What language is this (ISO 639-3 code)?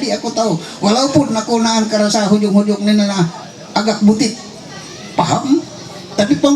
mhy